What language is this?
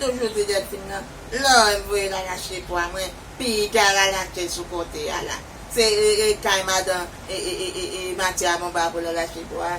Haitian Creole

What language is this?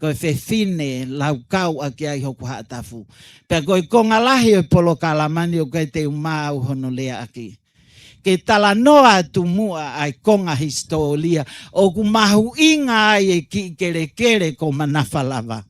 Tongan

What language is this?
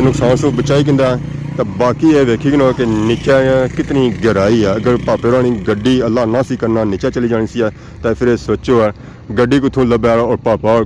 Pahari-Potwari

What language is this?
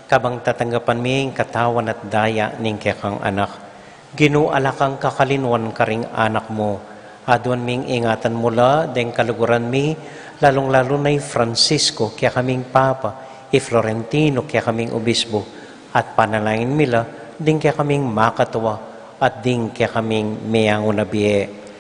Pampanga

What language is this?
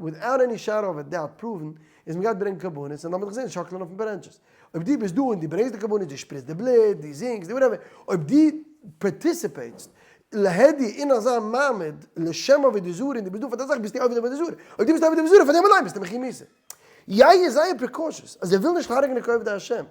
Yiddish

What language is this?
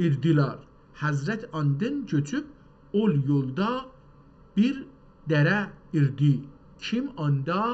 South Azerbaijani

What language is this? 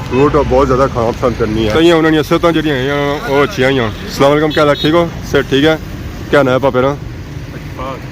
Pahari-Potwari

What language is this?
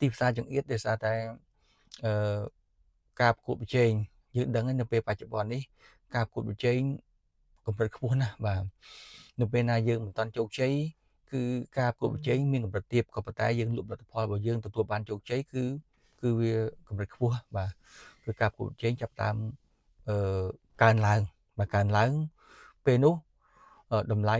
Khmer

